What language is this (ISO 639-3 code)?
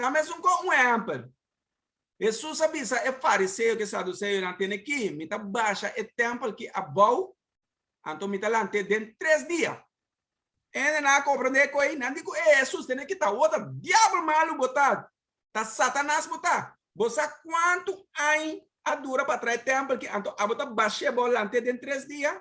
pap